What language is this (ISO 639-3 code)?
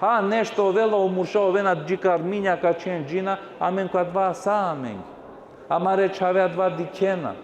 rmn